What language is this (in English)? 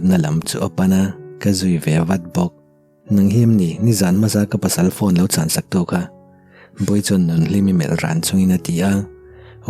Mizo